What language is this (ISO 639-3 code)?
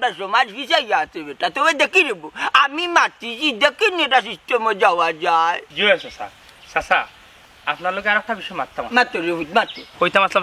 syl